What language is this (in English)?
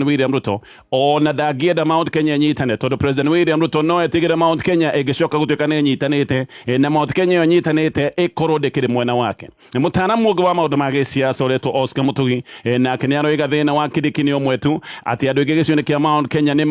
Kikuyu